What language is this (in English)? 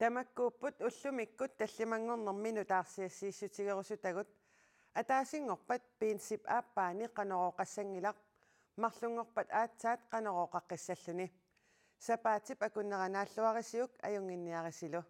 Kalaallisut